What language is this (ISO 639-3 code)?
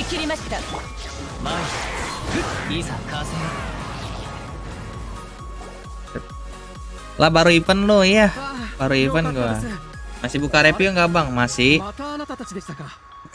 ind